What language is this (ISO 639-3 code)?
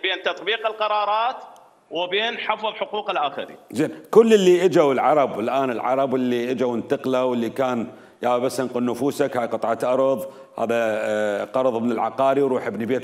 acm